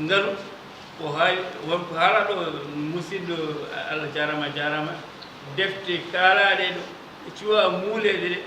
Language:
Fula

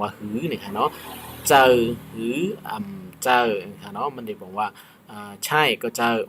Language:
Shan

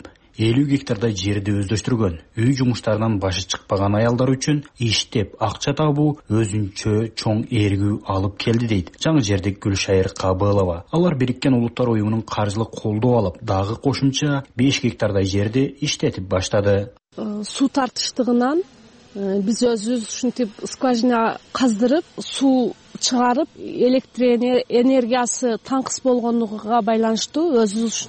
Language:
Kyrgyz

